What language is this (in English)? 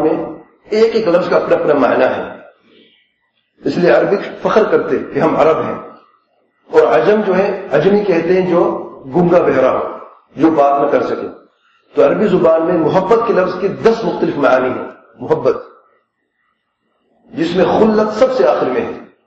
Urdu